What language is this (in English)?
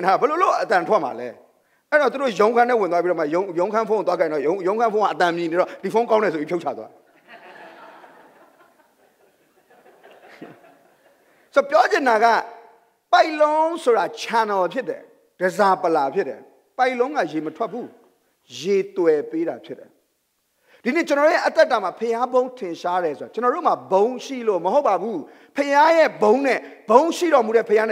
Burmese